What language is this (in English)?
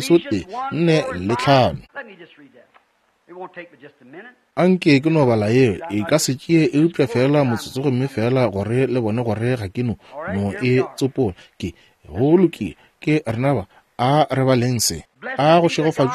Northern Sotho